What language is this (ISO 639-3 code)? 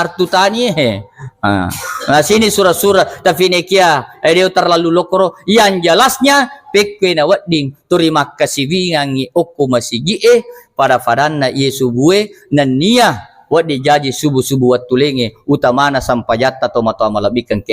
bug